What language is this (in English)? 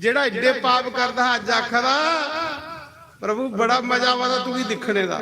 Dogri